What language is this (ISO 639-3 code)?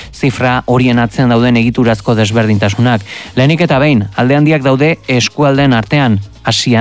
eus